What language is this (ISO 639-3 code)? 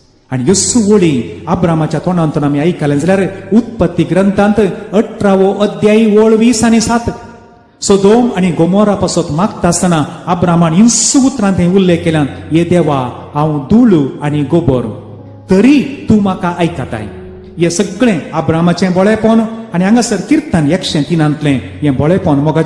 kok